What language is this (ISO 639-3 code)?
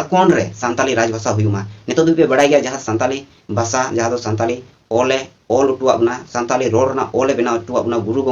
sat